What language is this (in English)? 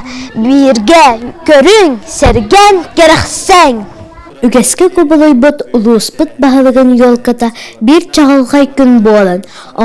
Yakut